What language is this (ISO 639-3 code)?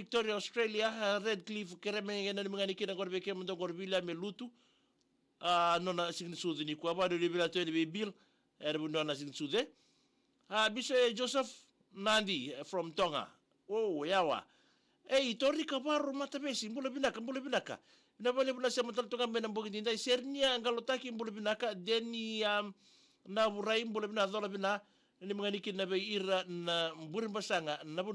fij